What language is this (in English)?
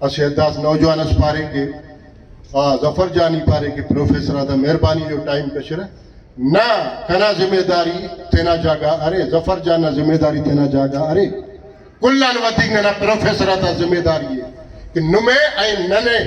Brahui